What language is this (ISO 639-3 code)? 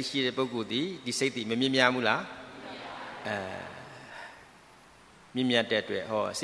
mya